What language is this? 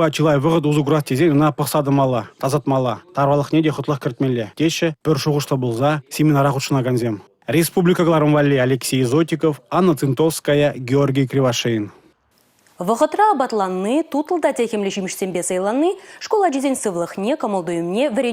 Chuvash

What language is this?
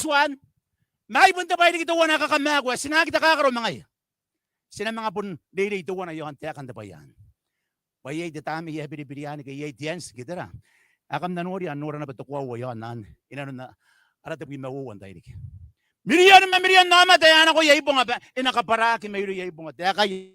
Gilbertese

